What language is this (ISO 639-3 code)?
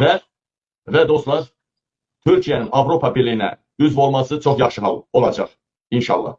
aze